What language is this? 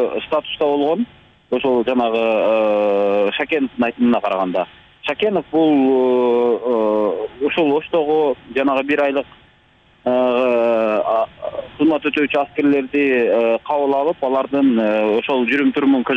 Kyrgyz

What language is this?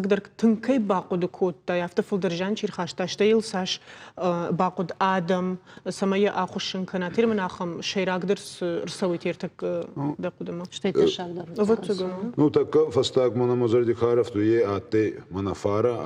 Ossetic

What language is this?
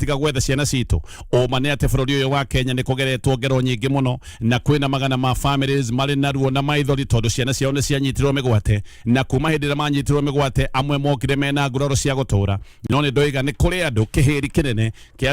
Kikuyu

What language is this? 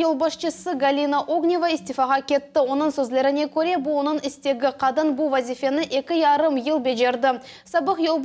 Crimean Tatar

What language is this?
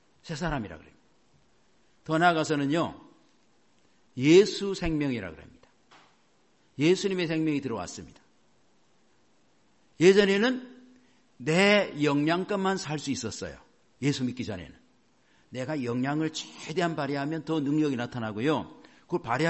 Korean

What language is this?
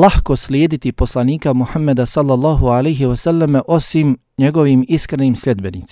Bosnian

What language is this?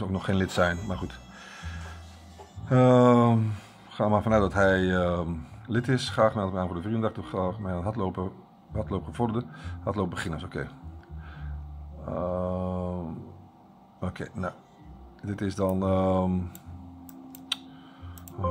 Dutch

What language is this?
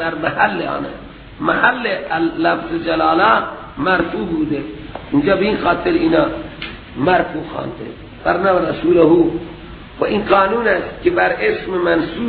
Persian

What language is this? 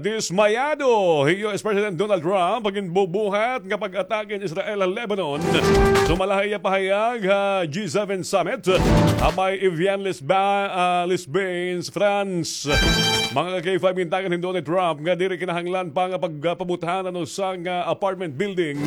Waray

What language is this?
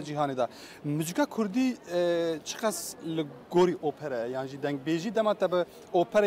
Kurdish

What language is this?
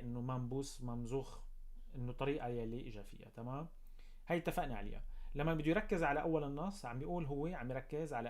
North Levantine Arabic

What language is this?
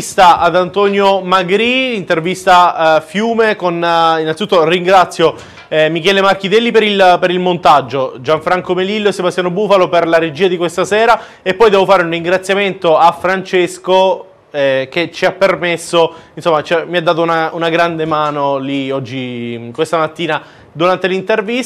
Italian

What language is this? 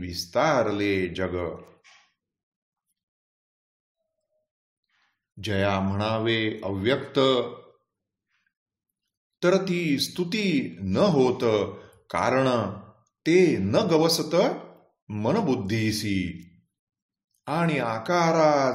Marathi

